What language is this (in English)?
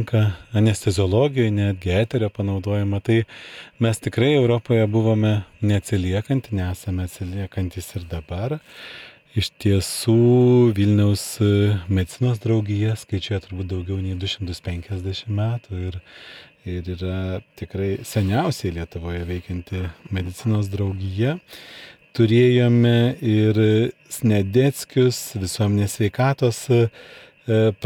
Lithuanian